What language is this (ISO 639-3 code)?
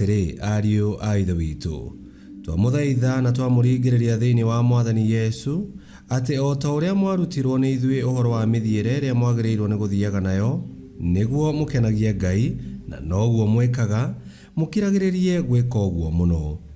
kik